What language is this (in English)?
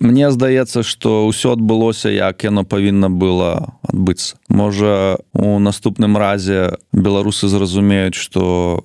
Belarusian